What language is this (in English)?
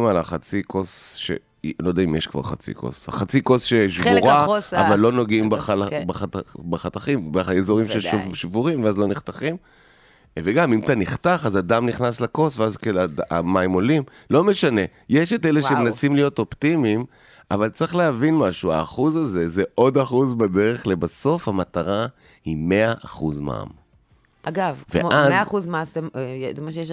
Hebrew